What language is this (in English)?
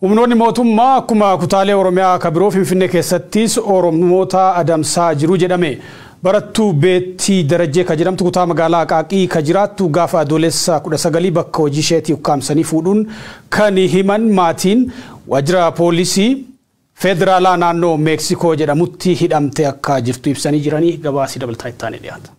Oromo